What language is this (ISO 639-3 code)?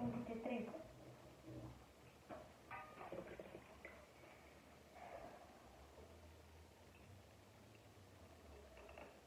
ron